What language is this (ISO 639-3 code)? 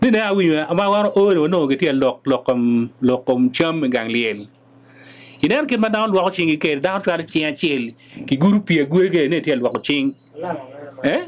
ach